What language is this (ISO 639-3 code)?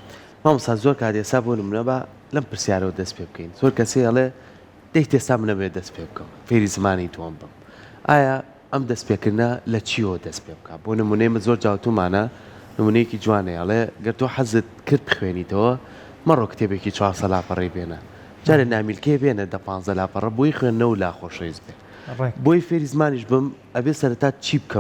ckb